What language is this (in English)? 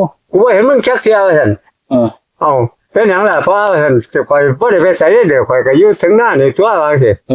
Northeastern Thai